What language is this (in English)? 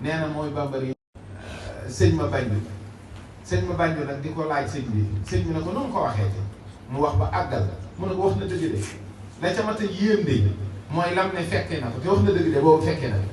Wolof